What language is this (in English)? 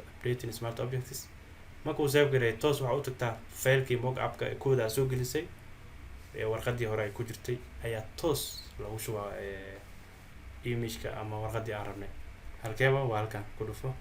Somali